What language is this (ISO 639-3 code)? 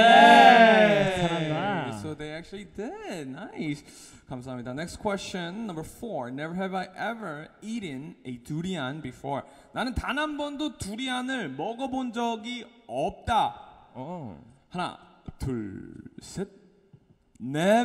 kor